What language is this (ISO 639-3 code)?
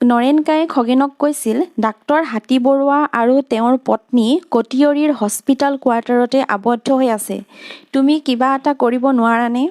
asm